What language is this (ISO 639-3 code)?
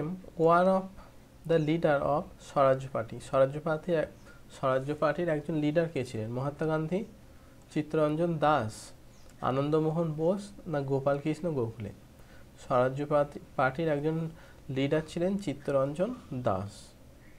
ben